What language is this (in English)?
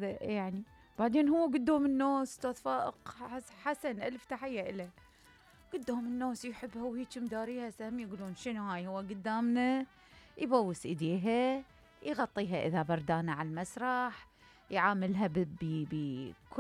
Mesopotamian Arabic